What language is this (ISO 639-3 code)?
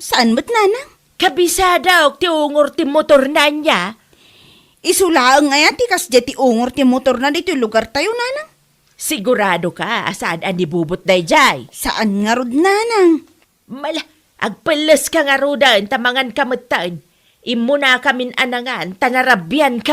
ilo